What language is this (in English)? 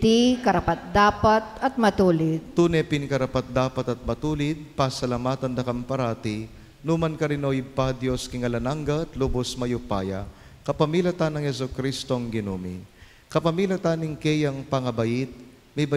Pampanga